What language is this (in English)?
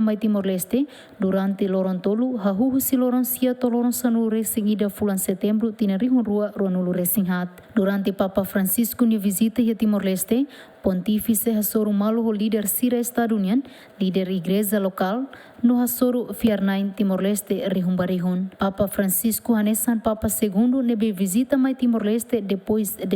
Tetum